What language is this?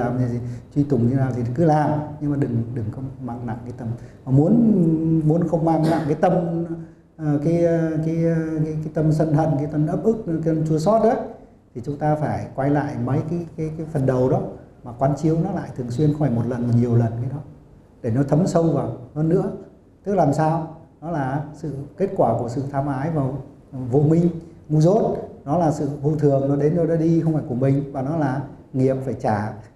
Vietnamese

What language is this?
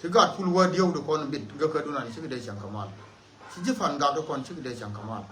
Nuer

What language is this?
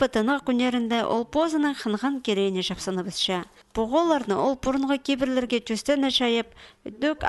Khakas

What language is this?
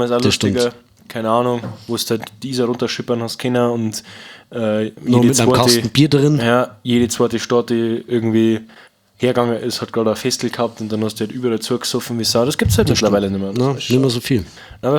Bavarian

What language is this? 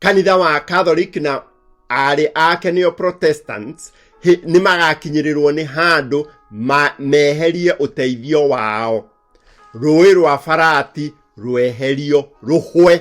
Kikuyu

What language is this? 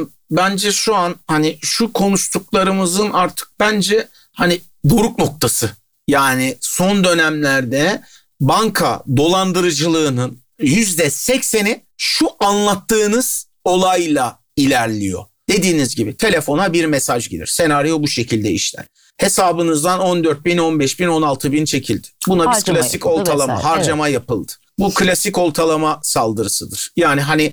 Turkish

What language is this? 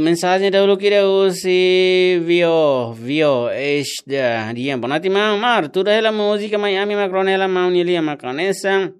Tetum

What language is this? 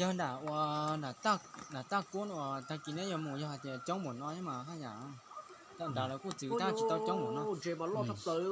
Hmong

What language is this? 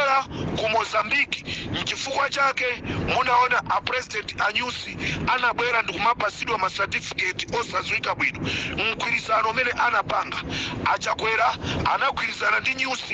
Nyanja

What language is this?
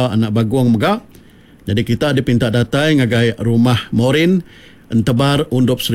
Iban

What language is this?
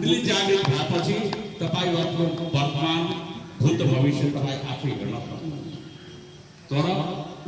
Nepali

